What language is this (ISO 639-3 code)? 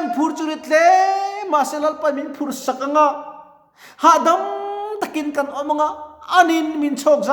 lus